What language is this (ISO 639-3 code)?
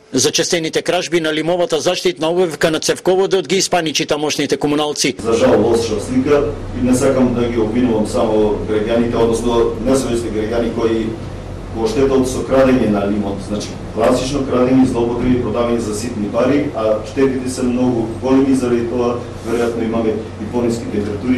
mkd